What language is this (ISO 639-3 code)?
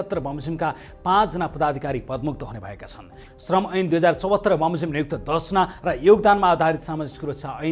nep